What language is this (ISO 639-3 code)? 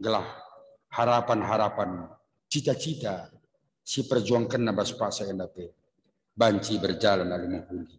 btx